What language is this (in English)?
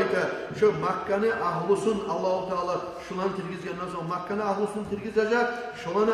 Kumyk